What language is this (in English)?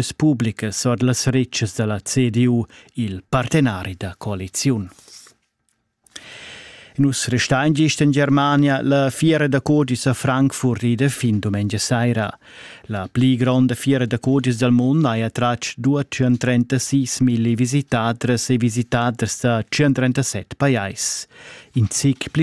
Romansh